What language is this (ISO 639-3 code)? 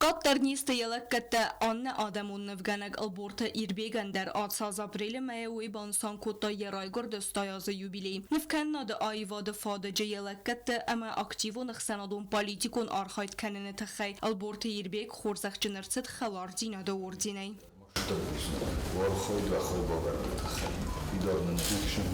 oss